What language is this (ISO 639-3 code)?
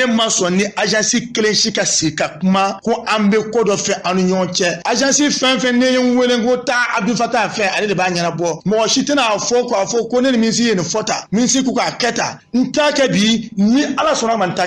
bam